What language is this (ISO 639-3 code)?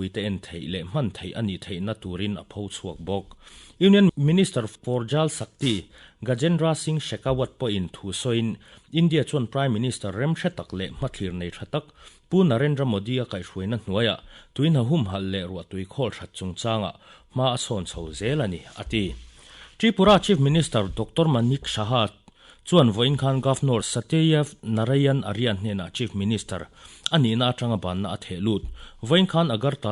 lus